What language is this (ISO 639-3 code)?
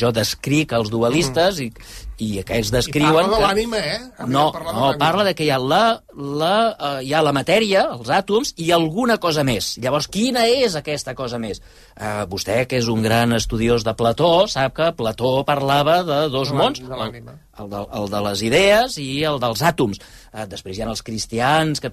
cat